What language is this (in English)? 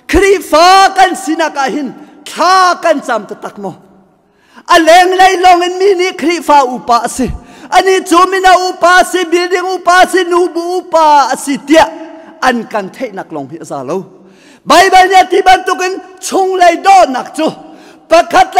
Hakha Chin